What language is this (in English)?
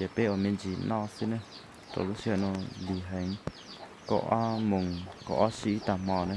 Hmong